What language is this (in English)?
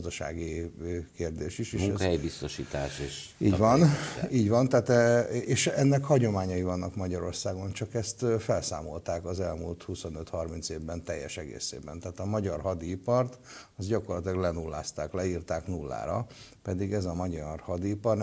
Hungarian